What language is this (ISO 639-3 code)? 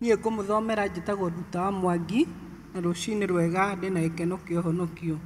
kik